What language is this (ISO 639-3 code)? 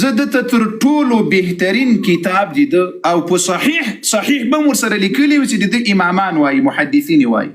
pus